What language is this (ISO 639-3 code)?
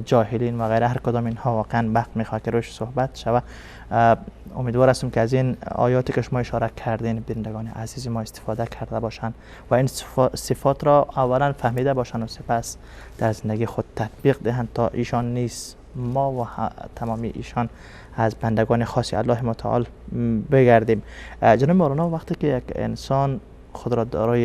fas